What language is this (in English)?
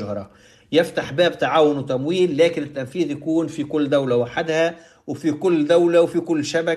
Tunisian Arabic